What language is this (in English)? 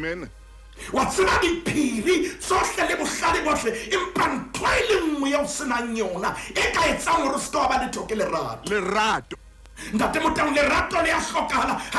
Southern Sotho